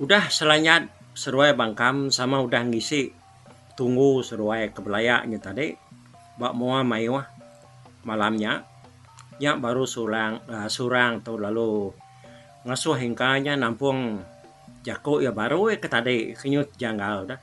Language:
Iban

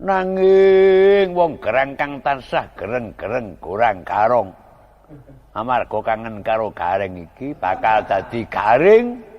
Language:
Javanese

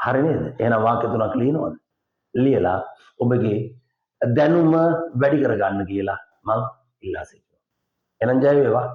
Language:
Sinhala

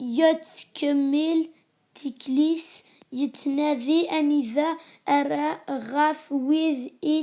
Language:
Kabyle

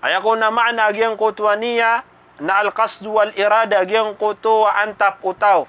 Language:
Maranao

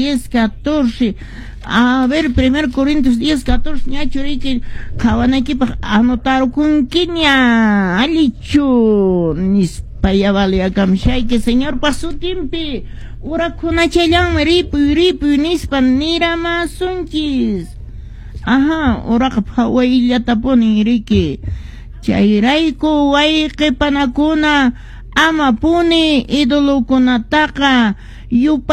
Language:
Quechua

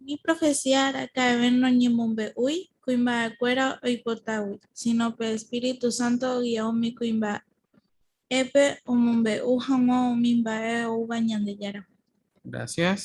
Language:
Guarani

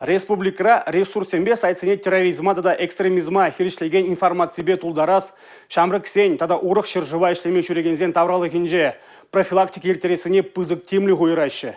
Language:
Chuvash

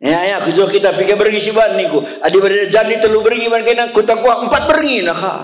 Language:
Batak Karo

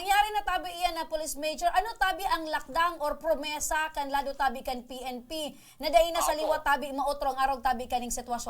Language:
Bikol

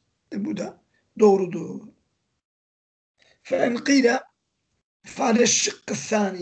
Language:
Turkish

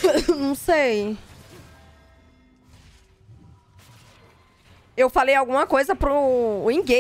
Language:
Portuguese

